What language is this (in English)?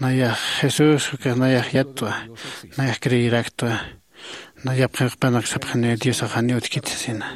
Aymara